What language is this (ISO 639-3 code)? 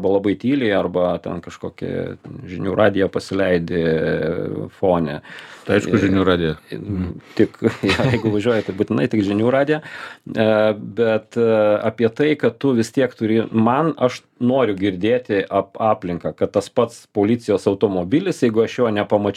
lit